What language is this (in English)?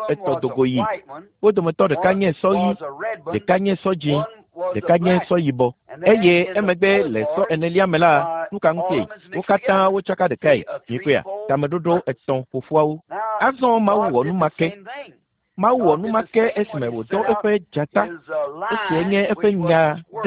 Ewe